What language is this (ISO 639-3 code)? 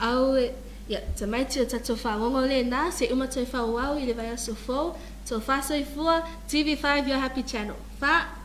smo